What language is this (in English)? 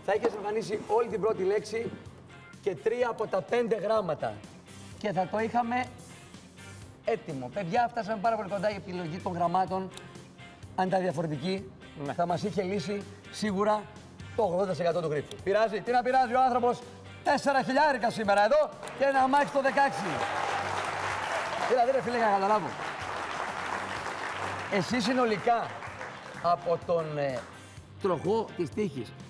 Greek